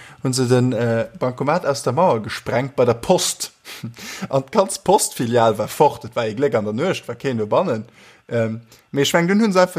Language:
Luxembourgish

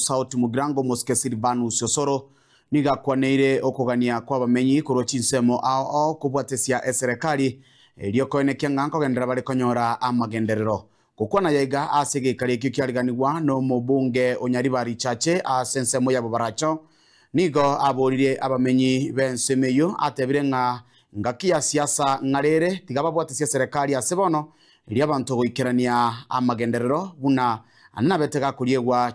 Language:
Gusii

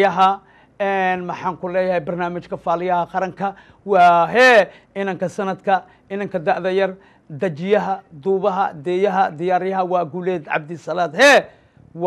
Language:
Somali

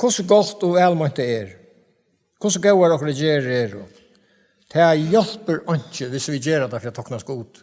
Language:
Faroese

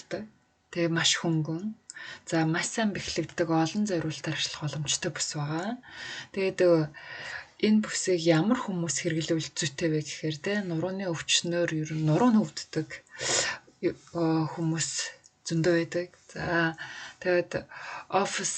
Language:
Mongolian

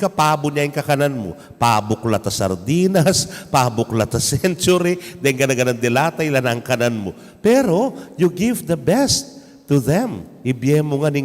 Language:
Pampanga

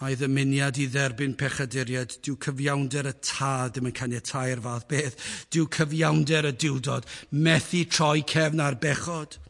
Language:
Welsh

